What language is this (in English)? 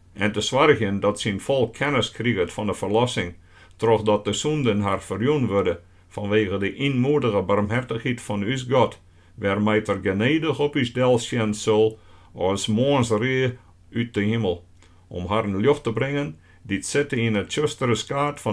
Western Frisian